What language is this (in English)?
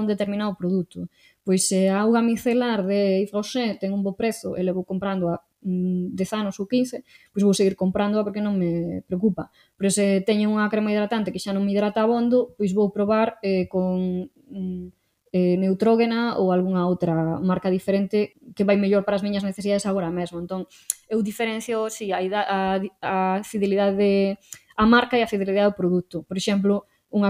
Galician